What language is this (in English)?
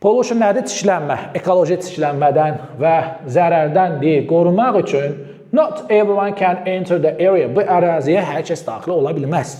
Azerbaijani